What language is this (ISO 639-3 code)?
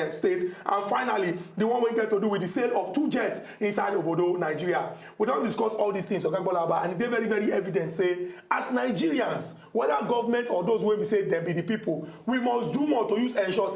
pcm